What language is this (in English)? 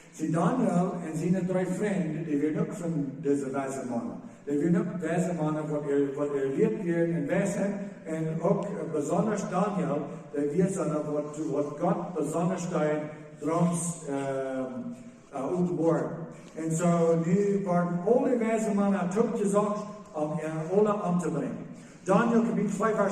Plautdietsch